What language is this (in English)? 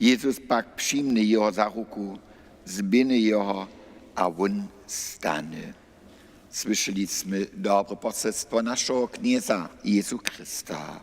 Upper Sorbian